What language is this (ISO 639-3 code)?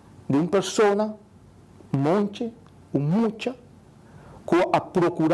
pap